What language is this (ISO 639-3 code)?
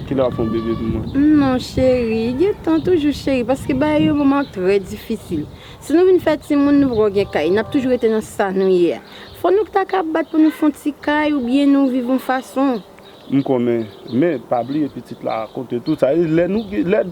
hat